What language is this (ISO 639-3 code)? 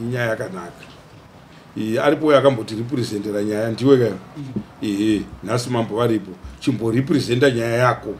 sna